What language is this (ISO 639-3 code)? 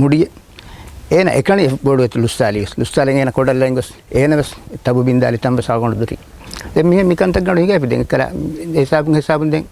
div